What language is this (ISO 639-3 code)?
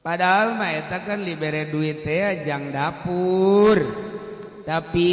sun